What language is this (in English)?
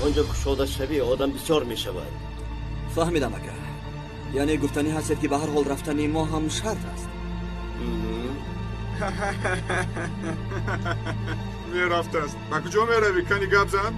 Tajik